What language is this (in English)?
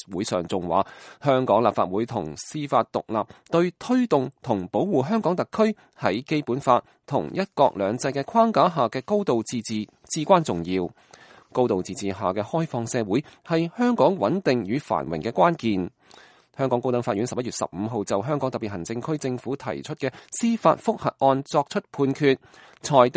Cantonese